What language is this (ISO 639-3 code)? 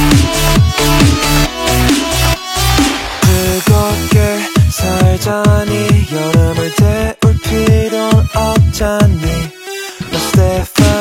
kor